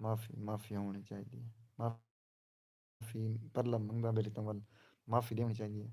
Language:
Saraiki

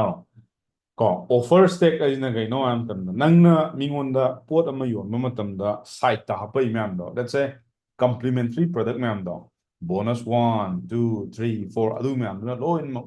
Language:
Manipuri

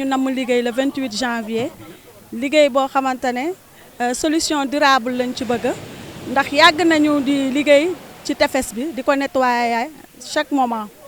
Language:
Wolof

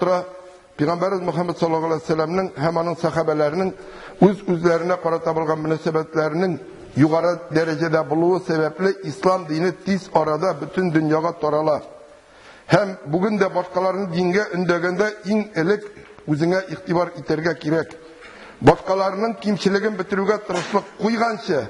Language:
Tatar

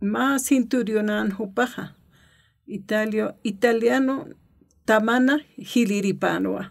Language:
Aymara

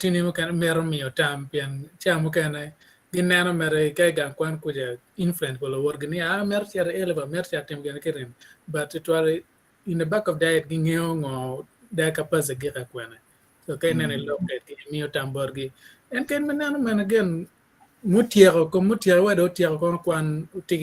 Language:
Acoli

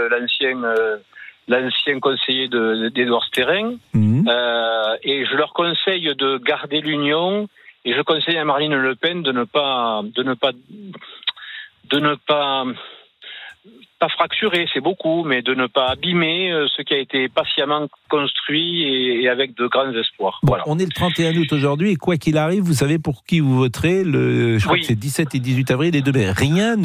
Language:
French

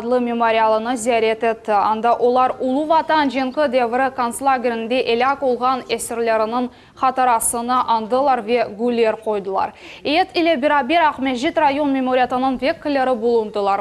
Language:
Crimean Tatar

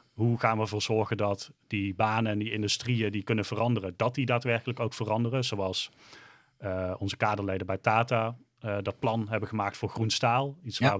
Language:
Dutch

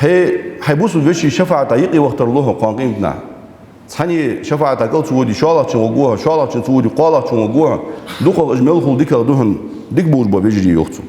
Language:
Ingush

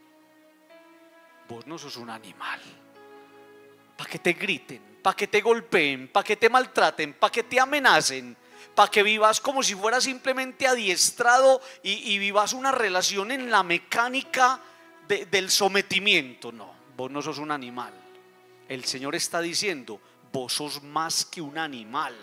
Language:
Spanish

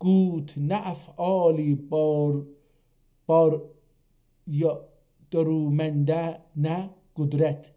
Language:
South Azerbaijani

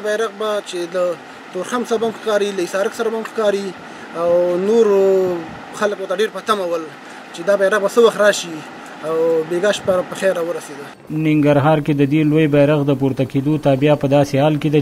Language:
Pashto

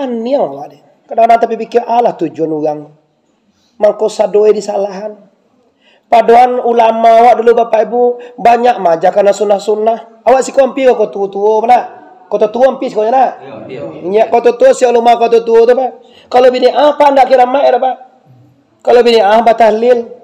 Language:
Minangkabau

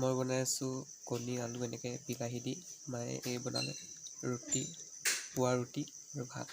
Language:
Assamese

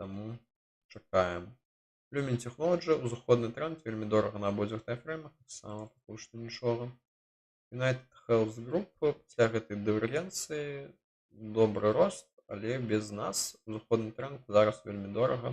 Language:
Belarusian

